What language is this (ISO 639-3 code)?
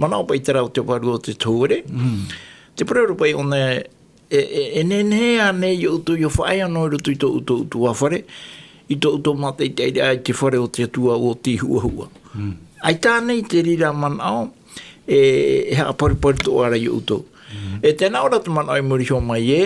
tah